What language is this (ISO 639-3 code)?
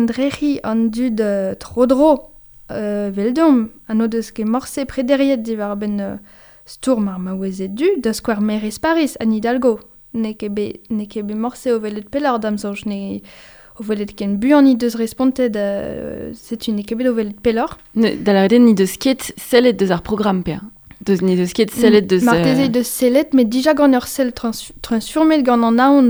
bre